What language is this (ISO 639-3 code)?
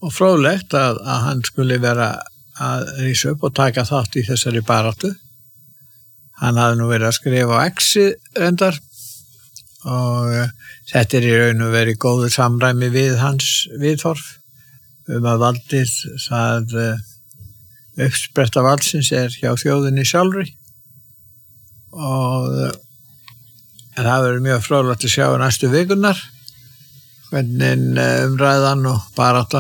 isl